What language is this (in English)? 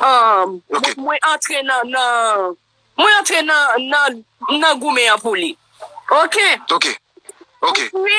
Haitian Creole